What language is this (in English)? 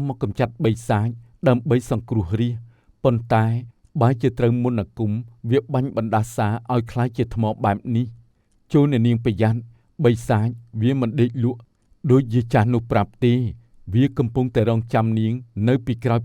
Khmer